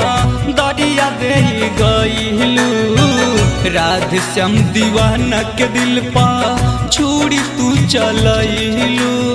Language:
Bhojpuri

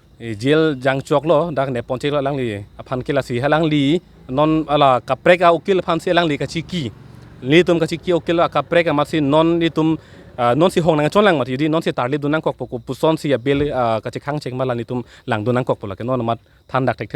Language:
Karbi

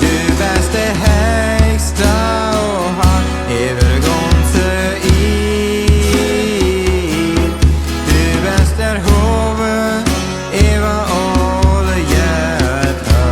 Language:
Plautdietsch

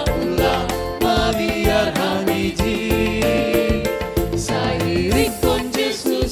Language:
Batak Simalungun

